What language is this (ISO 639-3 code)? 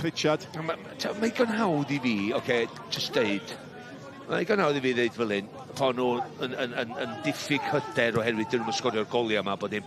cym